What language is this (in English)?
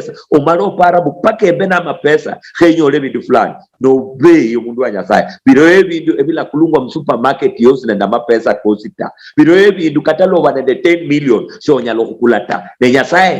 Luyia